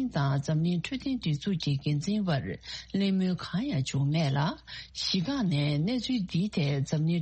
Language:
Tibetan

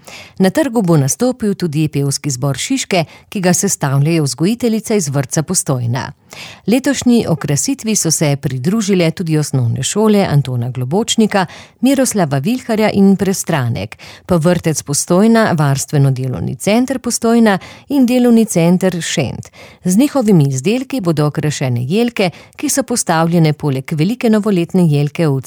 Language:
Slovenian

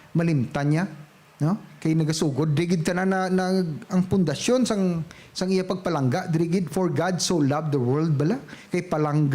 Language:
Hiligaynon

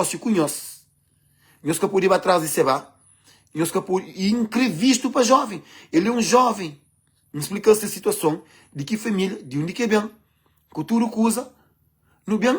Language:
Kabuverdianu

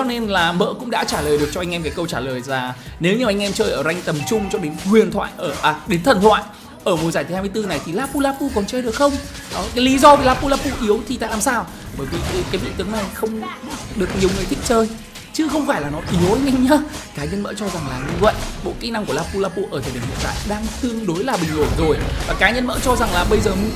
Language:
Vietnamese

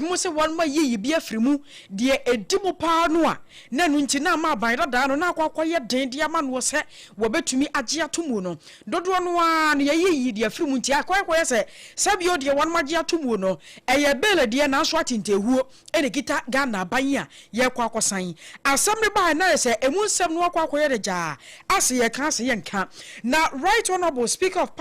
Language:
Akan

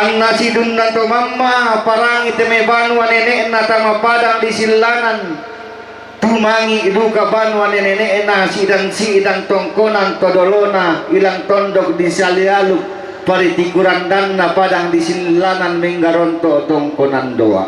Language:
Toraja-Sa'dan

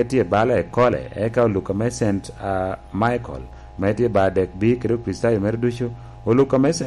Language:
Lango (Uganda)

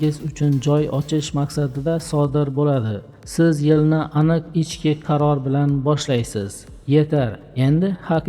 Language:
Uzbek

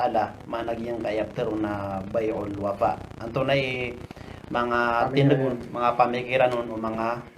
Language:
Maranao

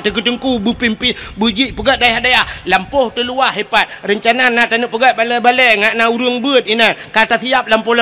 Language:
Achinese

